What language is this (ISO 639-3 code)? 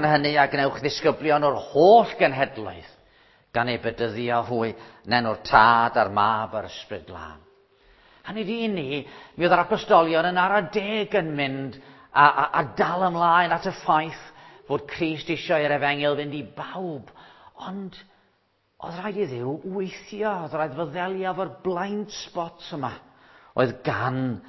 cym